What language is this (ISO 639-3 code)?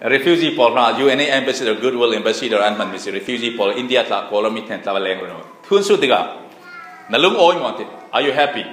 cfm